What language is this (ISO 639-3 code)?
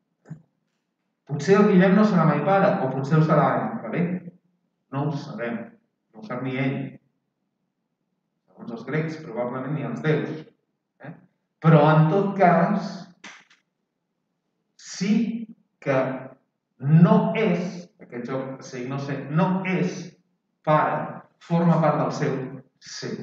cat